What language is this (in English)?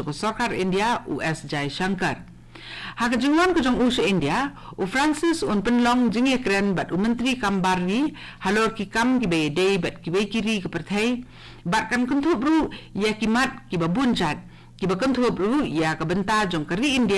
Khasi